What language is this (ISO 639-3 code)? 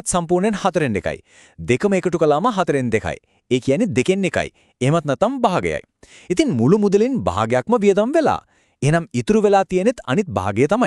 sin